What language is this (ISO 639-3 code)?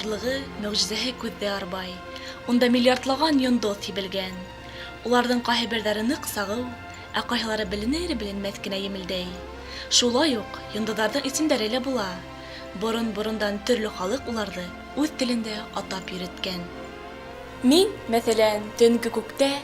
bak